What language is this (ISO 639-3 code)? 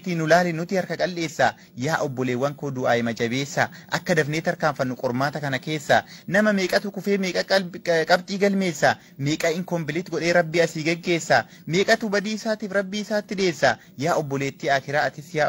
orm